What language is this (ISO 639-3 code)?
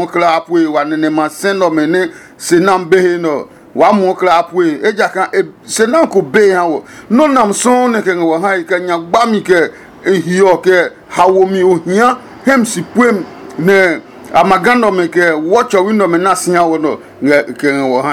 ada